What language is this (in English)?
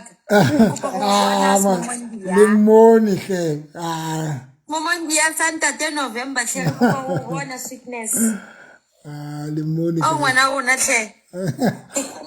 Southern Sotho